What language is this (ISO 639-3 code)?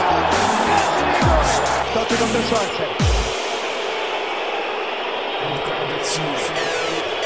ita